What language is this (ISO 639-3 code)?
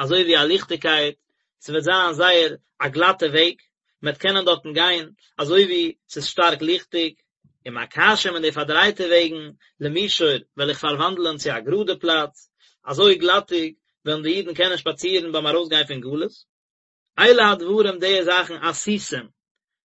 yid